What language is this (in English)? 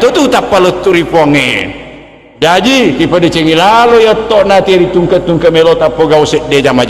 Buginese